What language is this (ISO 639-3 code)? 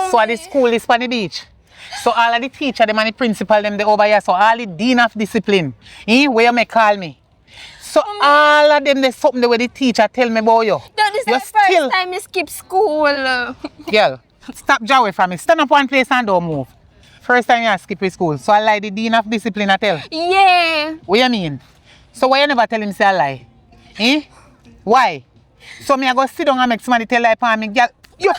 jam